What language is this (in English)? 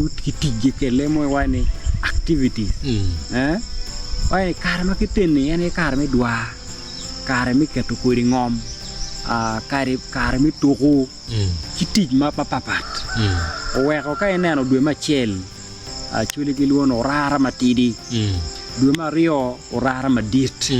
Acoli